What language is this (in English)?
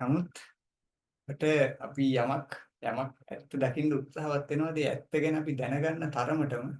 Sinhala